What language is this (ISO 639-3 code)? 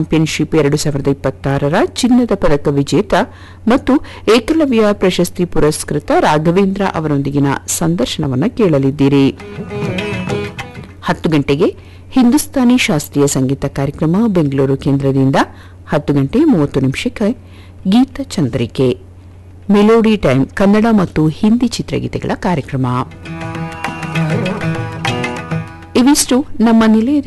kan